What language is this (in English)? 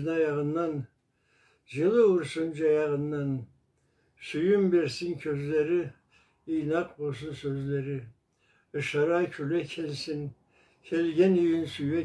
Karachay-Balkar